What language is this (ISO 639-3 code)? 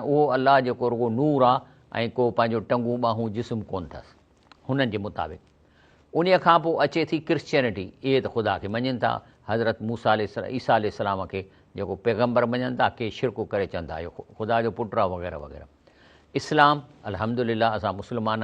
snd